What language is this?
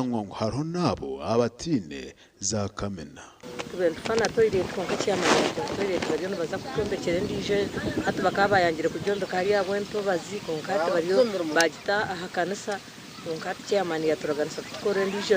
Nyankole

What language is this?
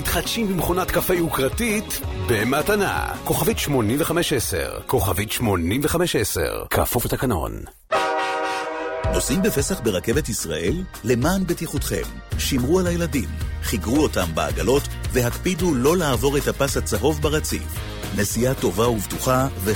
Hebrew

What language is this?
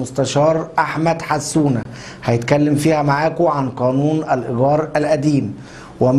Egyptian Arabic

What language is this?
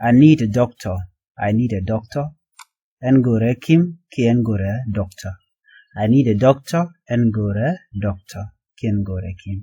Nuer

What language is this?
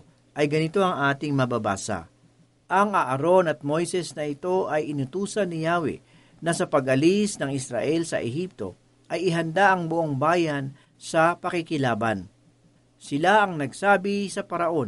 Filipino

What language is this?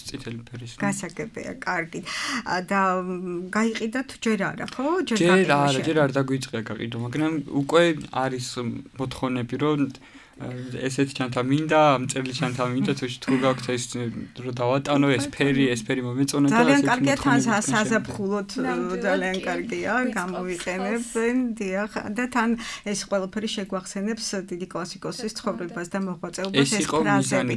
Georgian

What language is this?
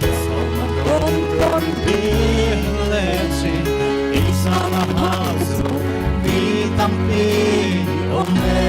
Paite Chin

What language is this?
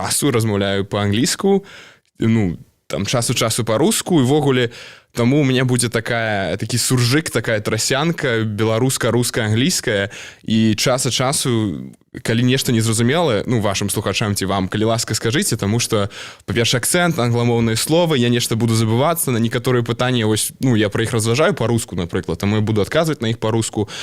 Belarusian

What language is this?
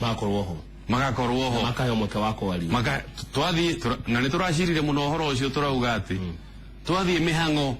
Kikuyu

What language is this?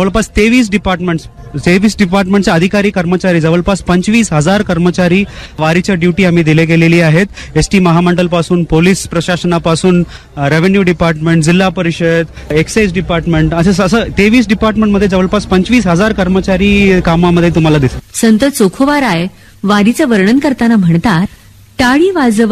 Marathi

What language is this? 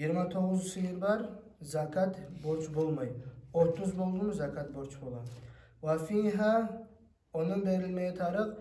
Kumyk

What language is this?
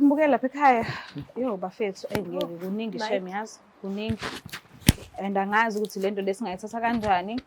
Zulu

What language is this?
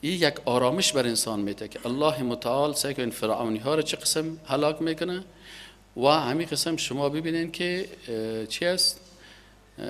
Persian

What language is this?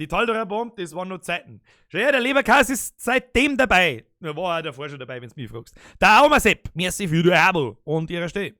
Bavarian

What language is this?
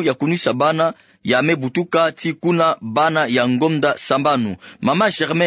Kituba (Democratic Republic of Congo)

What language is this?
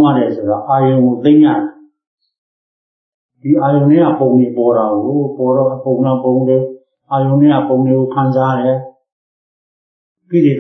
Burmese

